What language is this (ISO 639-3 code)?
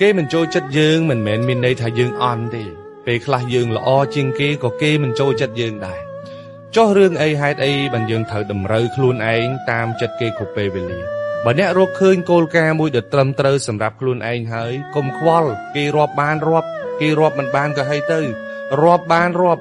khm